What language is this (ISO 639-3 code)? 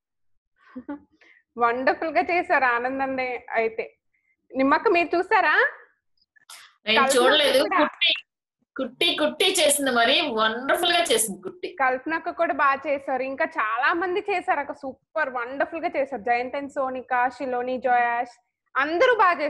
tel